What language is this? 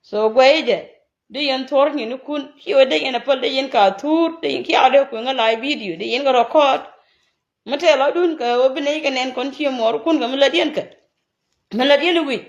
Nuer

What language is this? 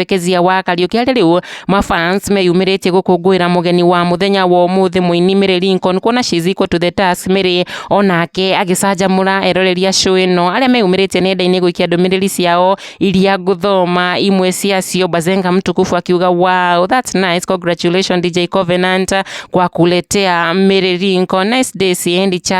Kikuyu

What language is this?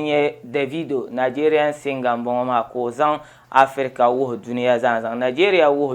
Dagbani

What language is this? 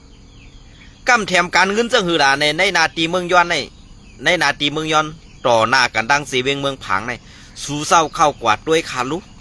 Shan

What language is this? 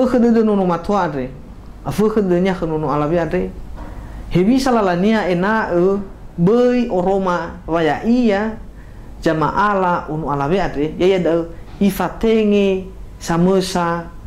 Nias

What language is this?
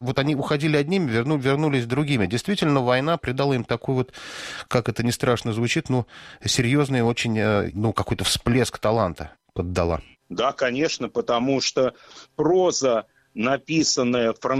Russian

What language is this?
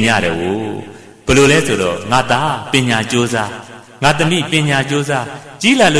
Burmese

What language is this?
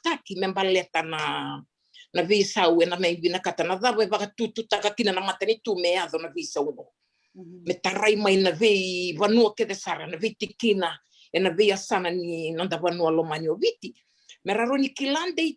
Fijian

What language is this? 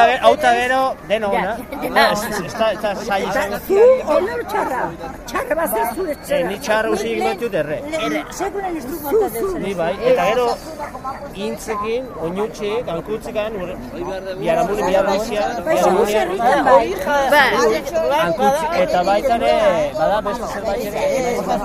Basque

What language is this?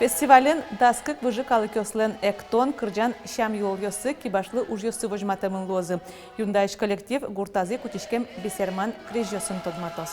Udmurt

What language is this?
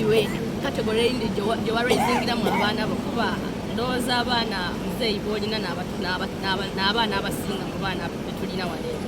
Soga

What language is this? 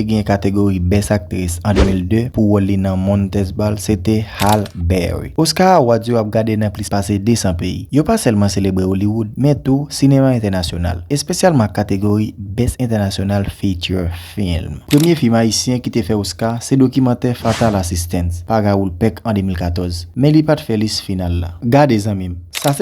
Haitian Creole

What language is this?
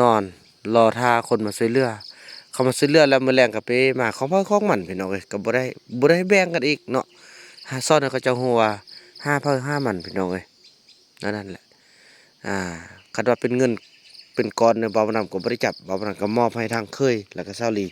Lao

